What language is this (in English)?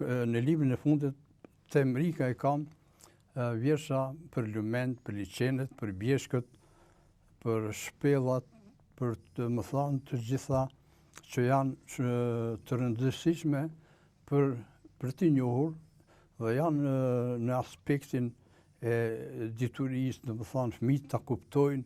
Albanian